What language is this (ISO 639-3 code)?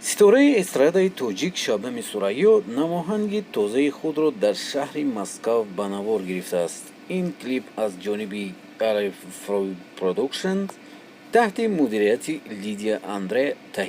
tgk